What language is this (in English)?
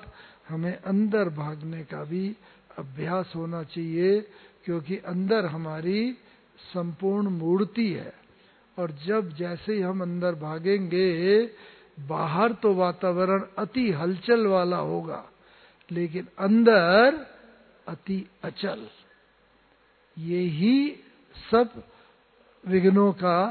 Hindi